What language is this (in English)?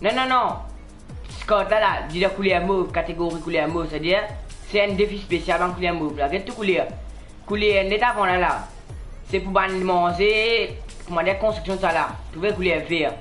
Morisyen